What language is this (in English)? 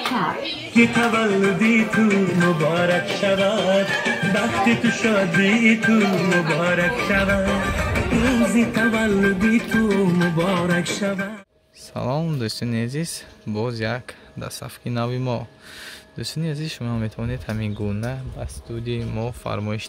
Tajik